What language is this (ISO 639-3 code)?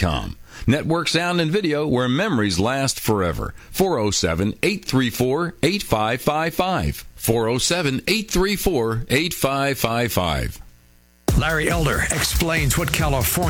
eng